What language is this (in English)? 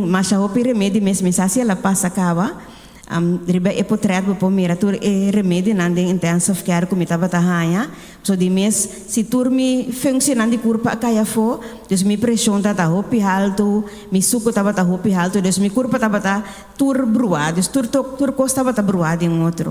Papiamento